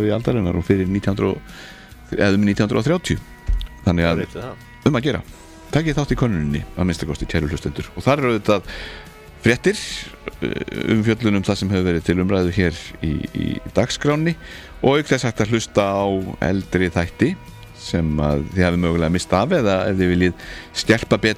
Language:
Icelandic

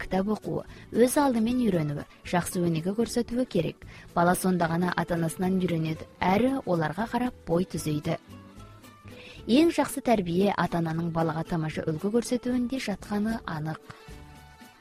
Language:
Kazakh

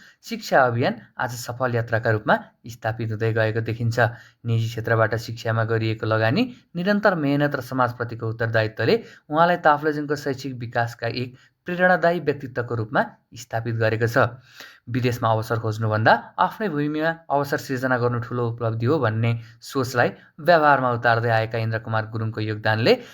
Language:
Nepali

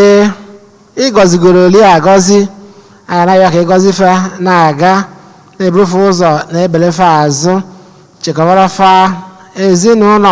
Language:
Igbo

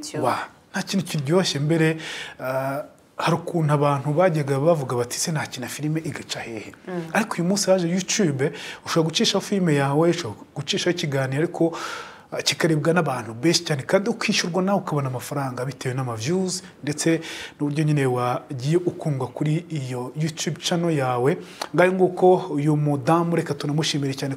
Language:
Kinyarwanda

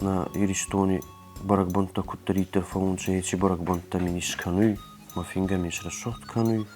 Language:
Ossetic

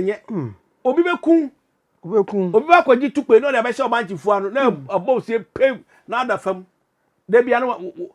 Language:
Akan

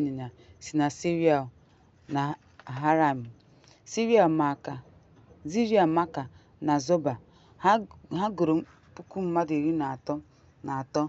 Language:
Igbo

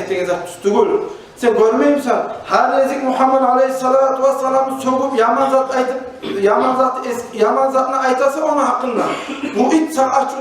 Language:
Kumyk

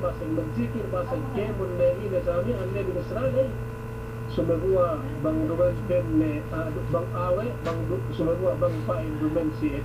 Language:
Yakan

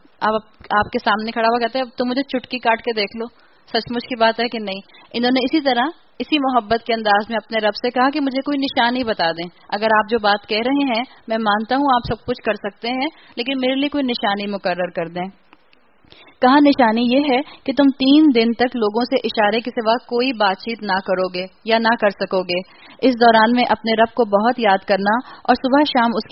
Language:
Urdu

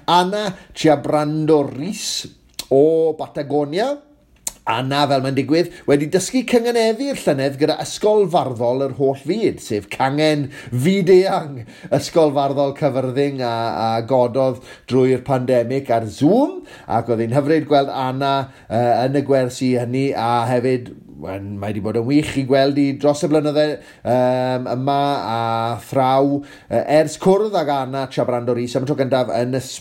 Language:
Welsh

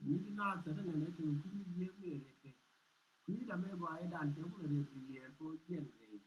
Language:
Nuer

